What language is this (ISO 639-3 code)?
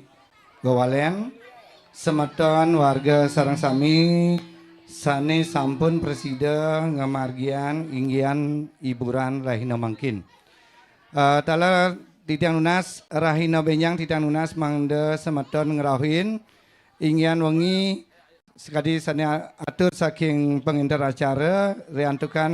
ban